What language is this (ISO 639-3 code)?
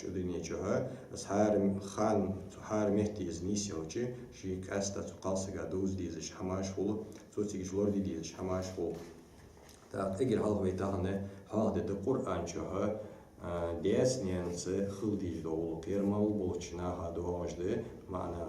inh